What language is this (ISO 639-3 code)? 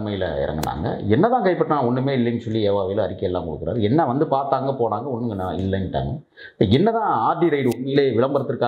tam